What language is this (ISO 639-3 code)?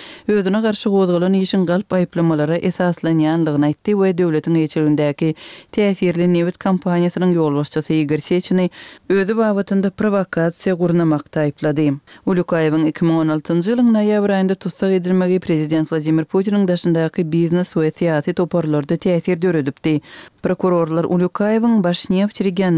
tuk